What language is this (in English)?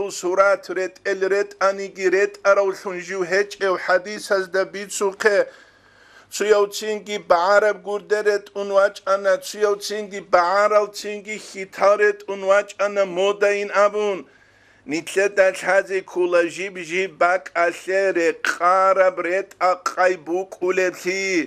Avaric